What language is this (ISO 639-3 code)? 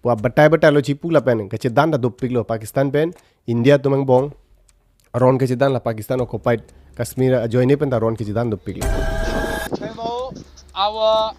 mjw